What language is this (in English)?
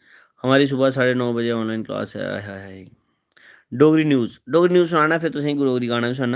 Dogri